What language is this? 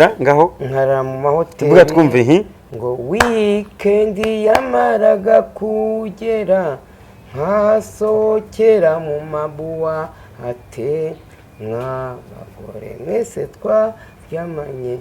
Kinyarwanda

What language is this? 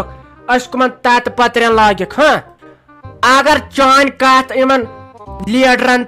Kashmiri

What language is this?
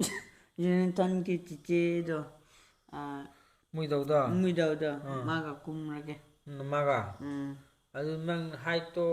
Manipuri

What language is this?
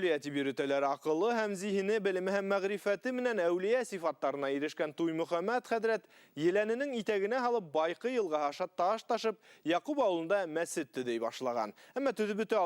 Bashkir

